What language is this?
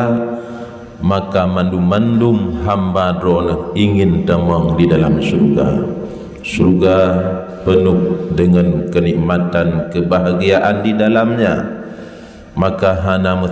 Achinese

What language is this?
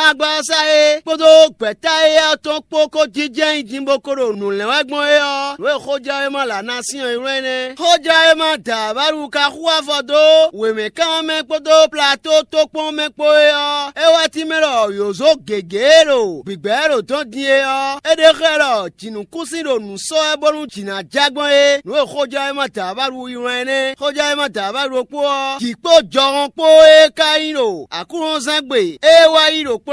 Fon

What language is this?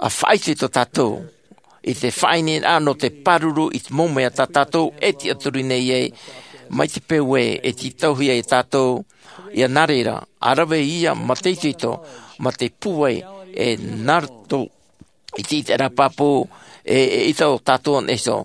Tahitian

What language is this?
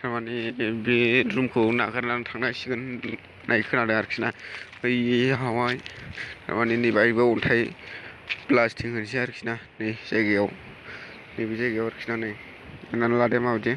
Bodo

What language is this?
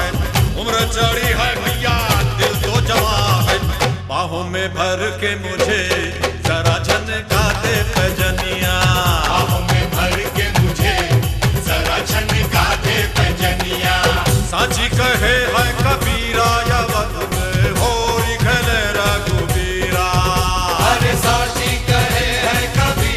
Odia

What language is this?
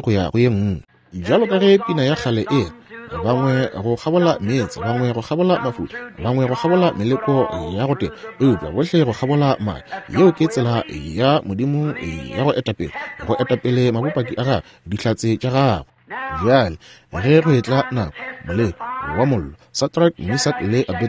Northern Sotho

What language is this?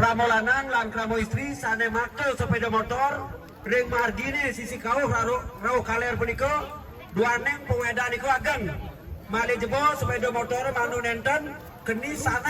Balinese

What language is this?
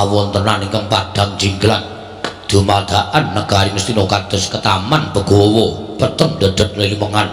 Javanese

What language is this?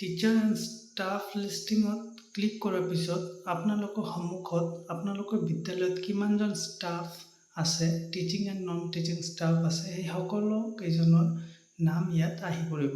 Assamese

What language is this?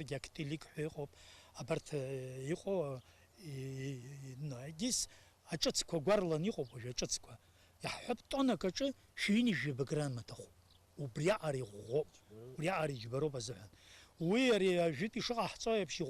Abkhazian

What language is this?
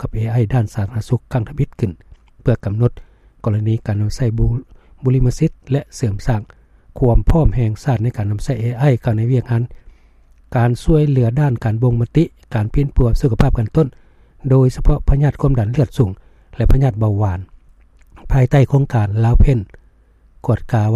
Lao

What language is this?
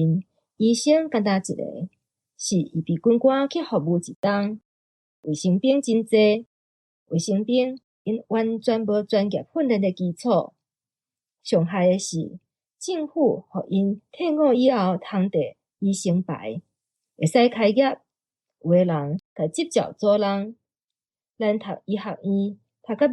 Min Nan Chinese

